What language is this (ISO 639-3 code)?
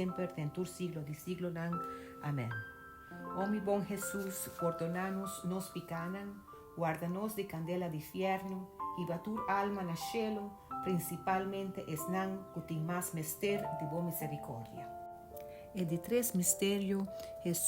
pap